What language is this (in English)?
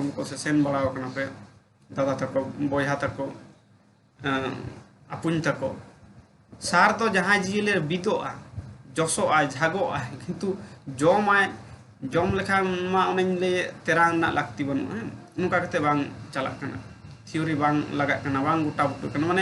Santali